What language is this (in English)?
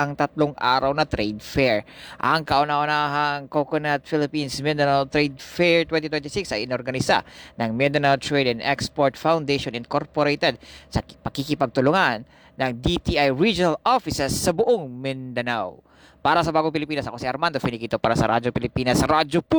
Filipino